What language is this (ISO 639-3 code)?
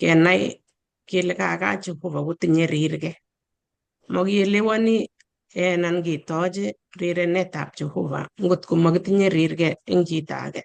kln